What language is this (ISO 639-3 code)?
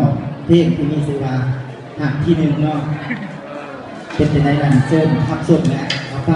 lao